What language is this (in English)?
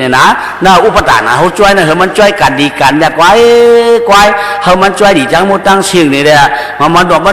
Shan